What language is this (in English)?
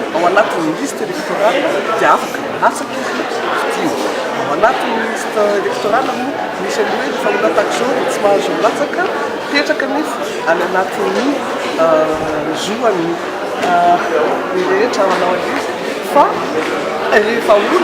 Malagasy